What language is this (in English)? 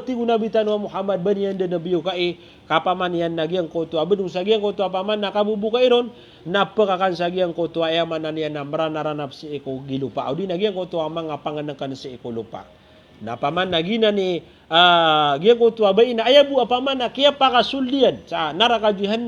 Maranao